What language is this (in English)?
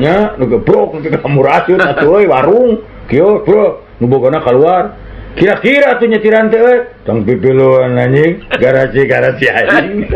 Sundanese